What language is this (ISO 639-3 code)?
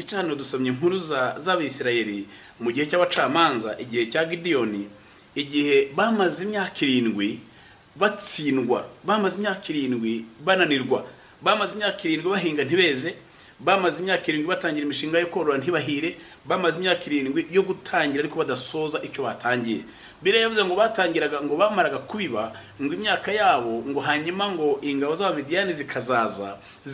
kin